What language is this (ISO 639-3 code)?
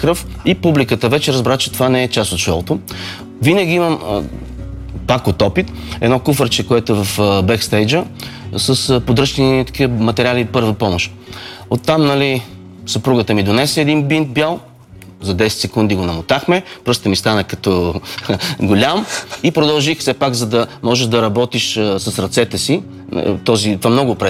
bul